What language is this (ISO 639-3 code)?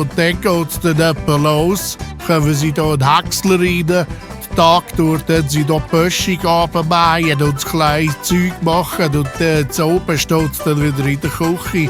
gsw